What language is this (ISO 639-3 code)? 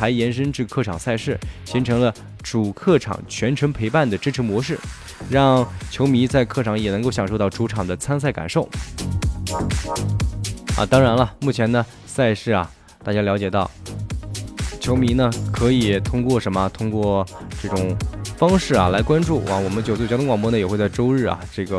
zho